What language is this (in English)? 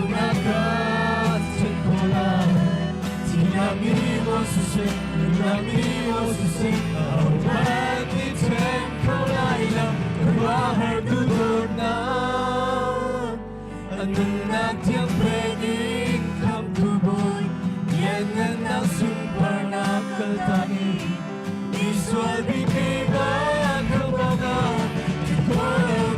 Hakha Chin